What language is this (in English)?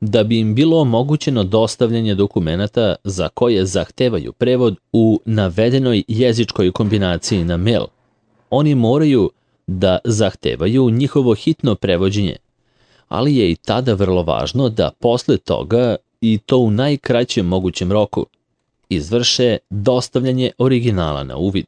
Serbian